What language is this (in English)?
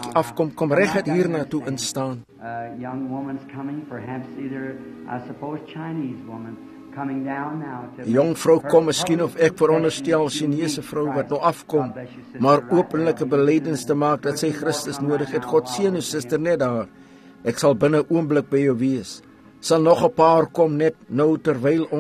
Afrikaans